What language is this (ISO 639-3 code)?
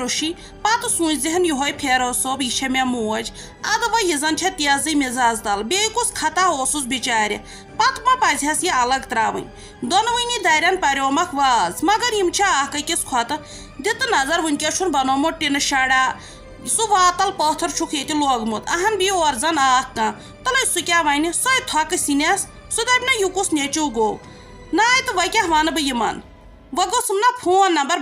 kas